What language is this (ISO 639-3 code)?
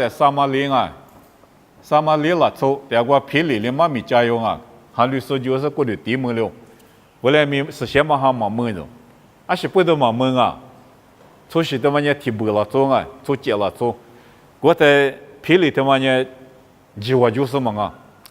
lis